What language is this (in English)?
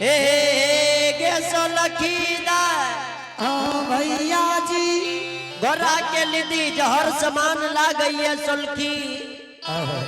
Angika